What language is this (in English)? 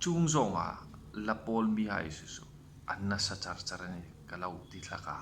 Hmar